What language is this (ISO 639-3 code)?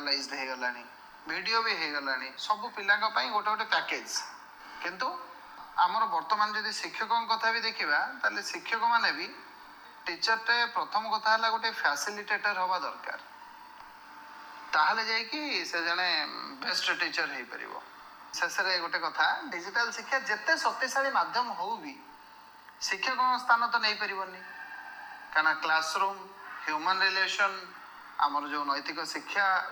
ori